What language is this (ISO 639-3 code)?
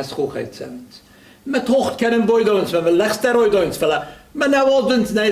oss